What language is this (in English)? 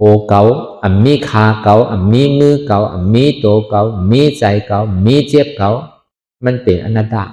Shan